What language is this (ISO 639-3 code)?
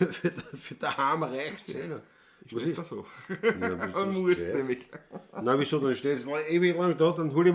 bar